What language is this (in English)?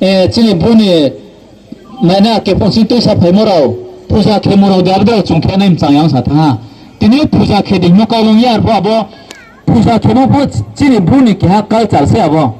Riang (India)